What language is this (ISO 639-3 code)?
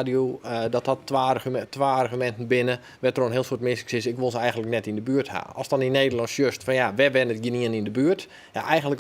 fry